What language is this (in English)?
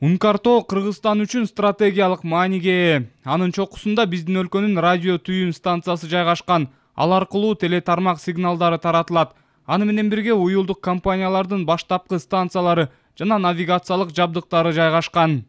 Kyrgyz